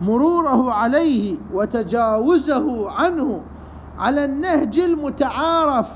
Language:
Mesopotamian Arabic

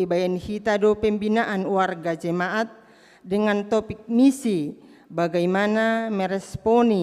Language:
Batak Simalungun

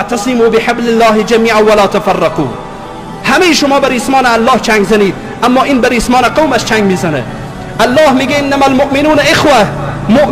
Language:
Persian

